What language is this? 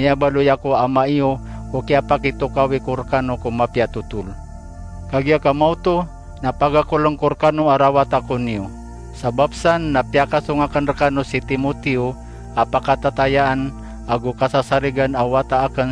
Maranao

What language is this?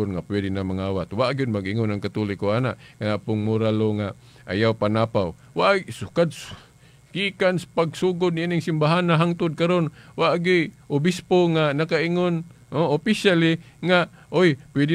Cebuano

